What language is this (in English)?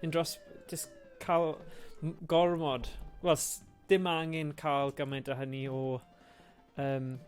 Welsh